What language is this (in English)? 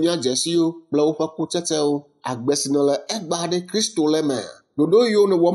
Ewe